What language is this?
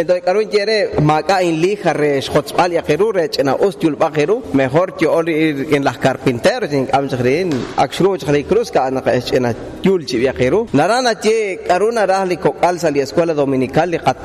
Kekchí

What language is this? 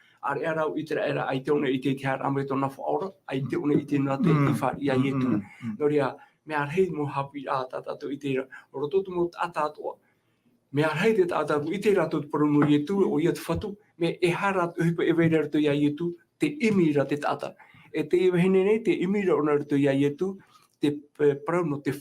Tahitian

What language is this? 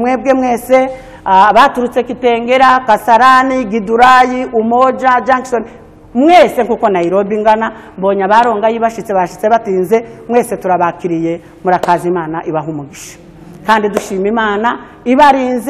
Kinyarwanda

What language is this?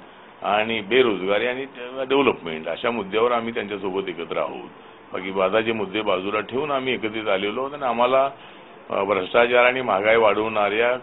Marathi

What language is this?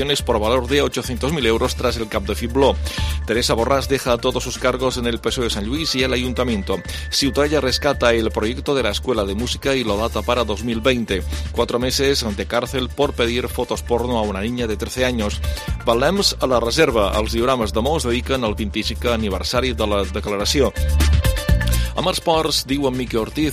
Catalan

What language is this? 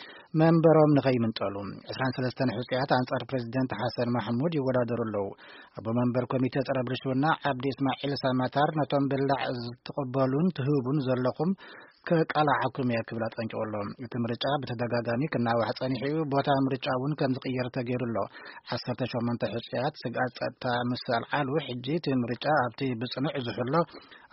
Tigrinya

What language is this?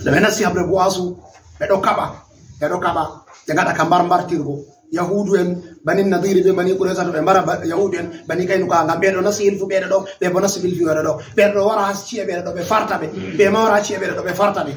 Fula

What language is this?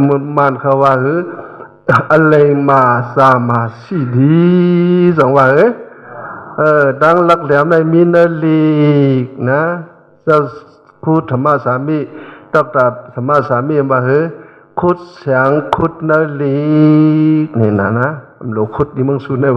Shan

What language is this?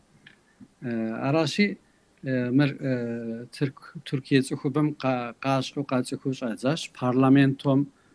Kabardian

